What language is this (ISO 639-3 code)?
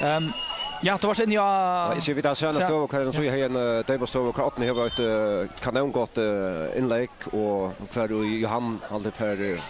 fao